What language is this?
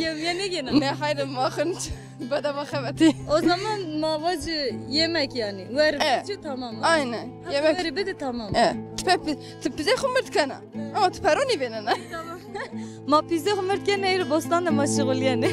Zaza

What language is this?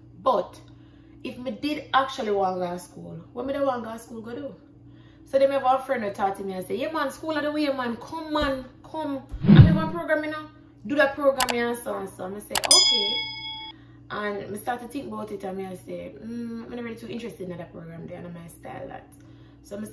Jamaican Creole English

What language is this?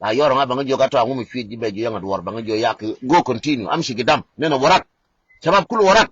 Nuer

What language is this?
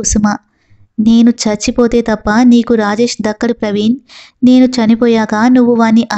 Telugu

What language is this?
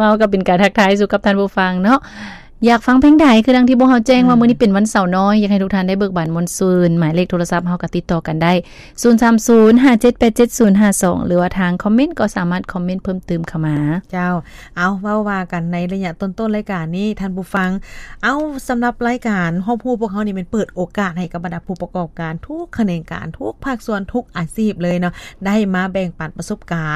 Lao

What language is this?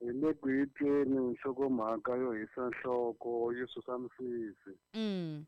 Tsonga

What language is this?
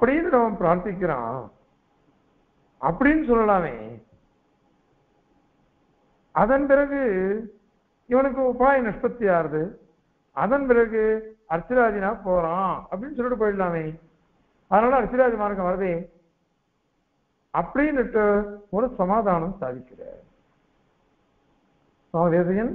Tamil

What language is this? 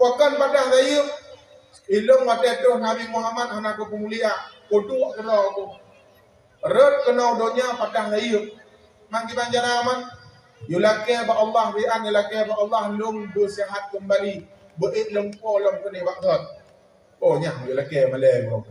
Achinese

